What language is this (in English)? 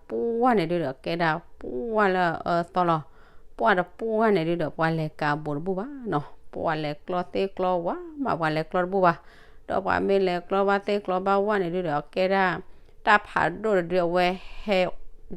S'gaw Karen